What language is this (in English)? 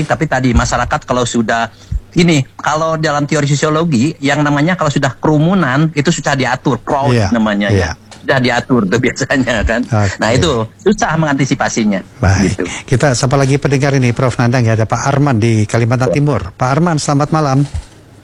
Indonesian